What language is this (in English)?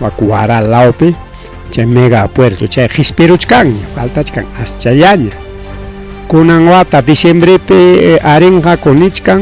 Ayacucho Quechua